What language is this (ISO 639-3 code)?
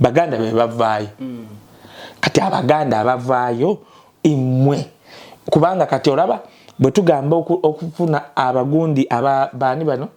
lug